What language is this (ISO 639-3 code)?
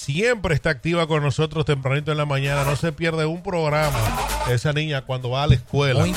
spa